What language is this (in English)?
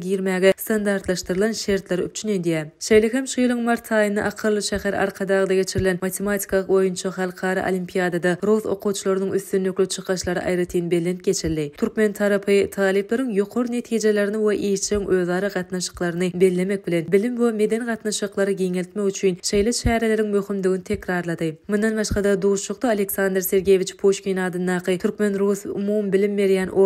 Turkmen